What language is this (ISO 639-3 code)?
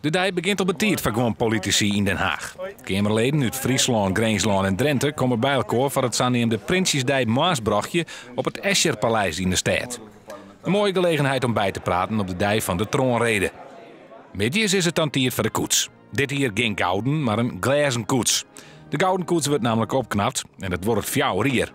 fry